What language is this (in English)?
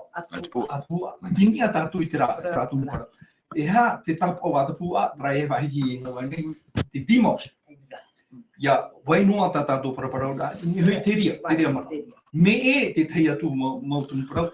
Tahitian